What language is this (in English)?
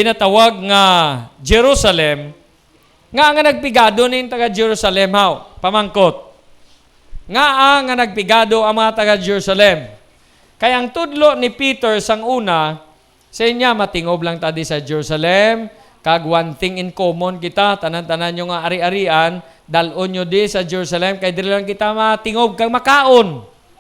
Hiligaynon